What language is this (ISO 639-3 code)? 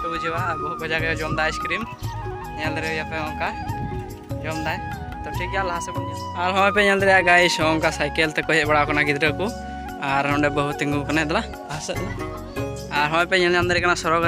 sat